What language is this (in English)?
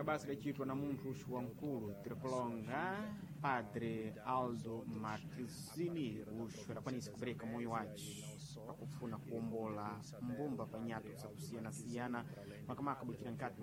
Sena